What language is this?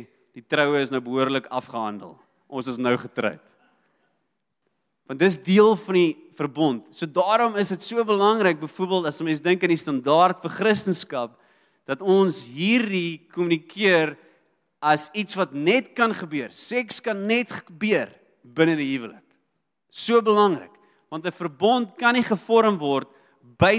Afrikaans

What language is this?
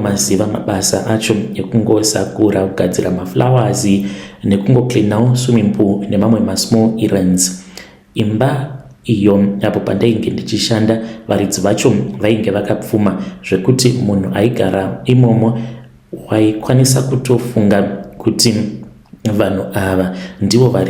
Shona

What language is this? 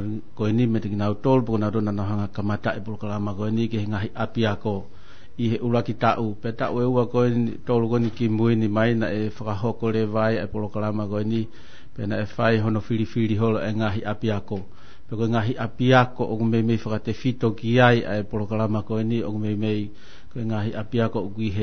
Tongan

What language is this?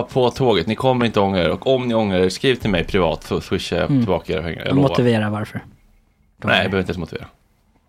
Swedish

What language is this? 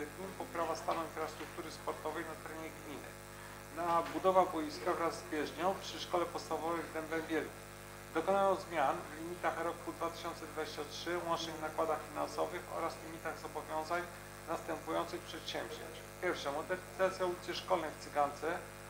Polish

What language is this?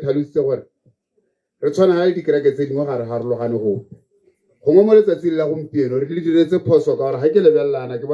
Tswana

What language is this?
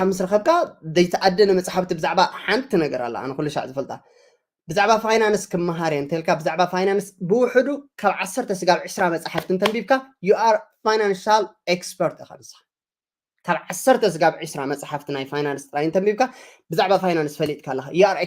Tigrinya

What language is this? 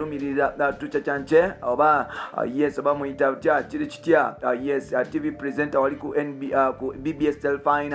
Ganda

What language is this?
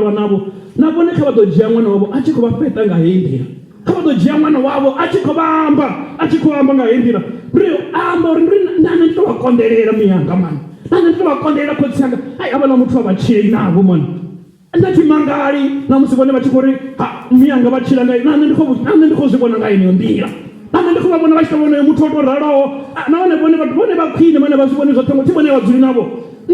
Venda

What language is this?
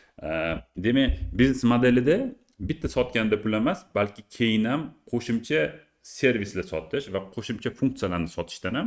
Uzbek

